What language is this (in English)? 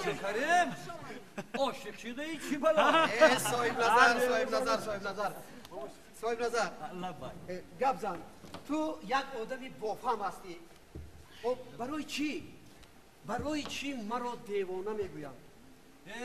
Tajik